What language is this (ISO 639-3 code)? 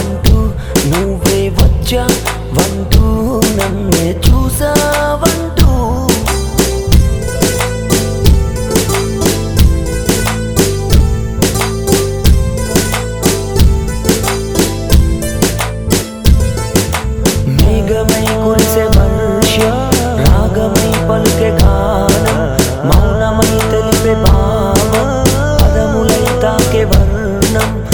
tel